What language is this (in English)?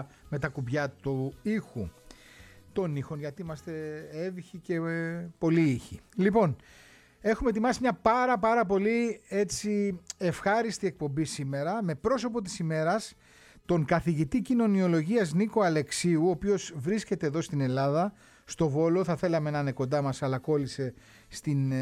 Greek